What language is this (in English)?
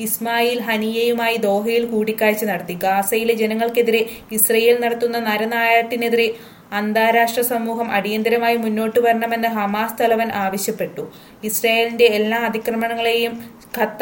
Malayalam